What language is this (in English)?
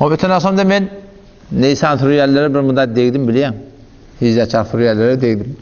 Turkmen